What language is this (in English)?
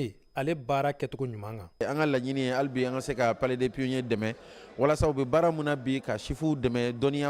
Bambara